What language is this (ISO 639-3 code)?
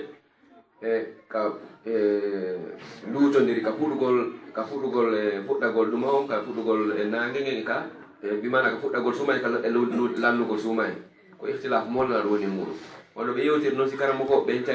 ful